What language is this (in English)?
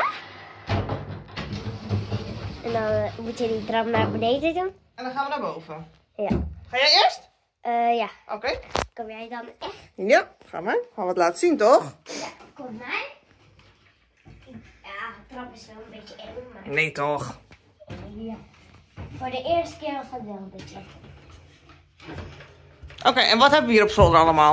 Dutch